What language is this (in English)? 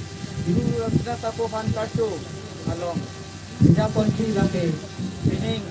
Karbi